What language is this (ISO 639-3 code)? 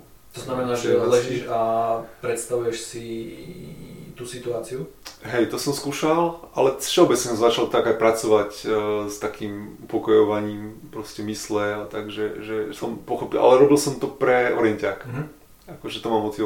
slk